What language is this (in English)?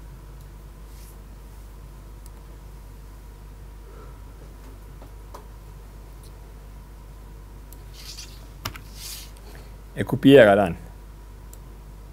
Norwegian